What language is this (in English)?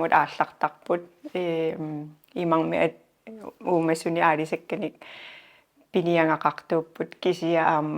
Kalaallisut